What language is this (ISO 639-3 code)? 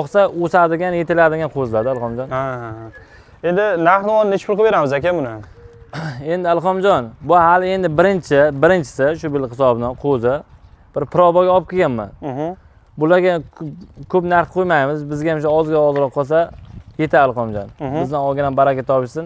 uzb